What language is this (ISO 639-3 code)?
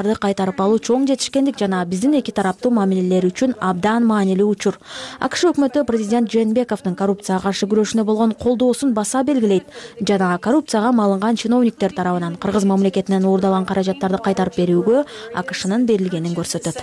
kir